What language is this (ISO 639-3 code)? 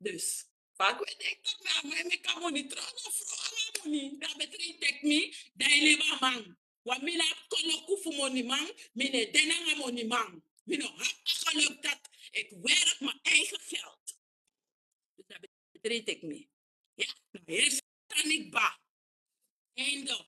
srn